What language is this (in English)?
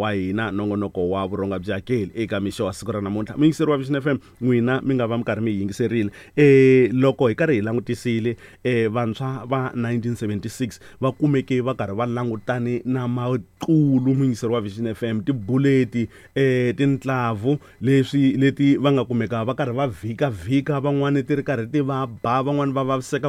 Tsonga